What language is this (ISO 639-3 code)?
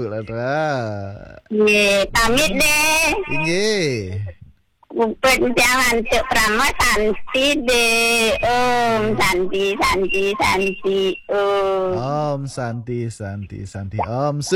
ban